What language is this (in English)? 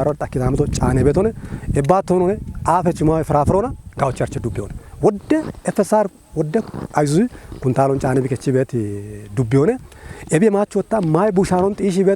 Kafa